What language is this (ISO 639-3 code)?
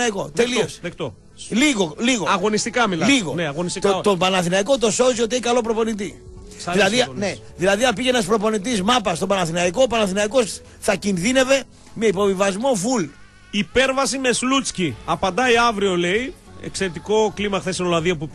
ell